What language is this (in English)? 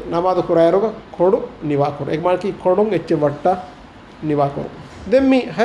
Divehi